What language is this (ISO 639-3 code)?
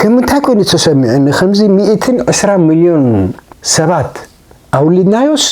tir